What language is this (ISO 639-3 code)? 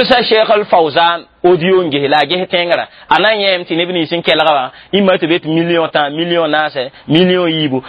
mos